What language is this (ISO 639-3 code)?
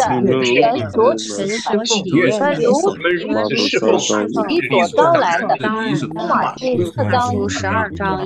zho